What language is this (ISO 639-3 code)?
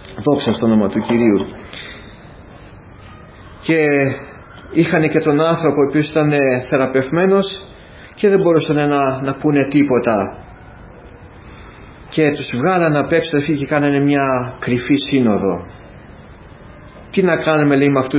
ell